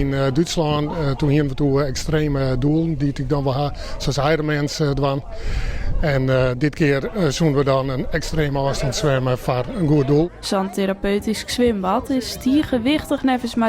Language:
Western Frisian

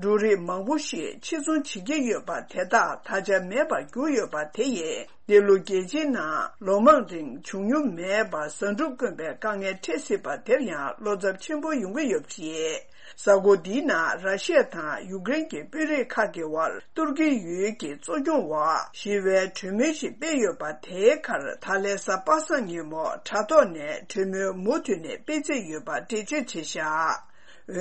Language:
Tibetan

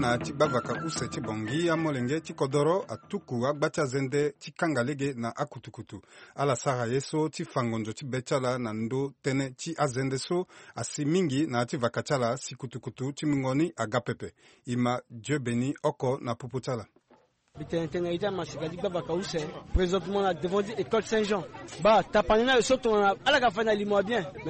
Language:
Sango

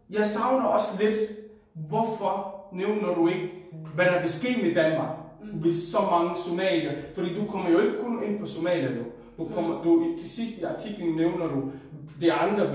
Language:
Danish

